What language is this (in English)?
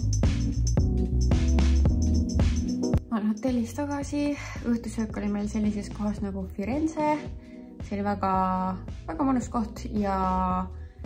Estonian